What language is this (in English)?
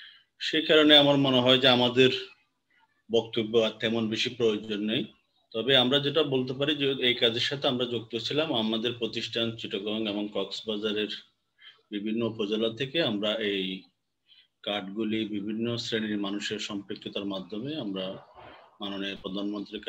Bangla